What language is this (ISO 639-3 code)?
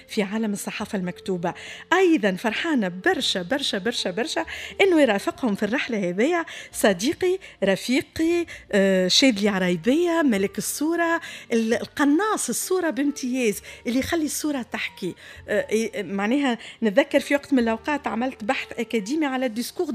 aeb